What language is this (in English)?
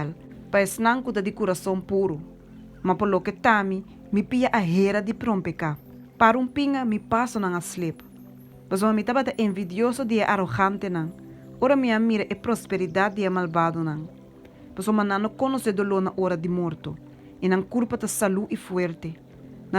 Papiamento